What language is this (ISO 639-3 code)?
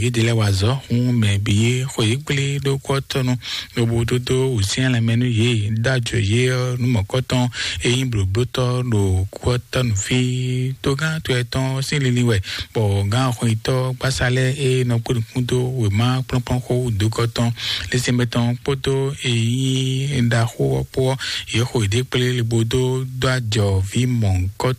fon